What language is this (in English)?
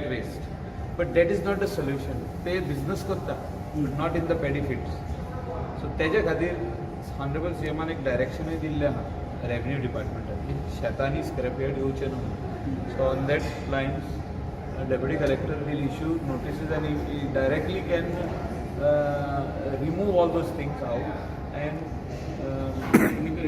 Konkani